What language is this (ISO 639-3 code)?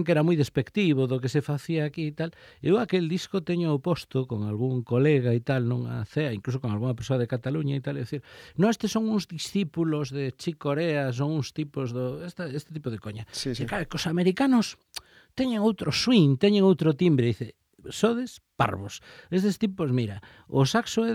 glg